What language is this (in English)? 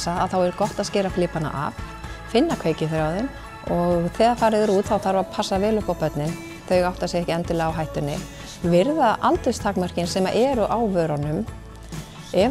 Icelandic